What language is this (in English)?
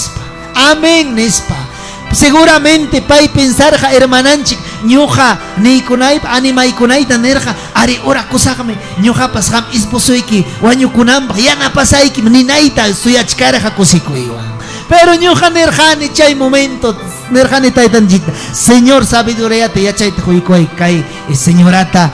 Ayacucho Quechua